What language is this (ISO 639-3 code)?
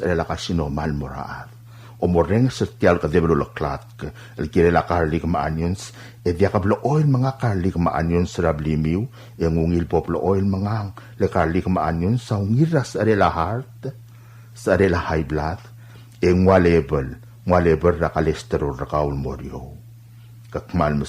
pau